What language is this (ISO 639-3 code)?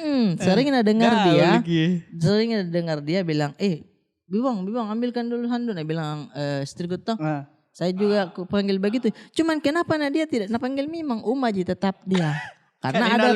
mfp